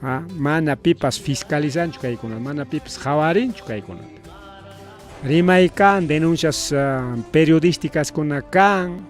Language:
Ayacucho Quechua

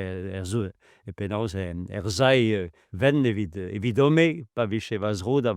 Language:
Breton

